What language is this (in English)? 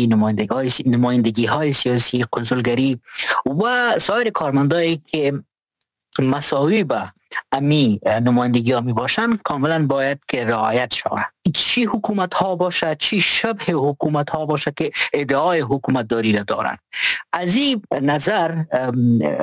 Persian